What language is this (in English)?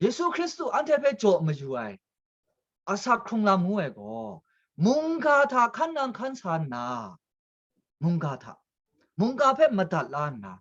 Kachin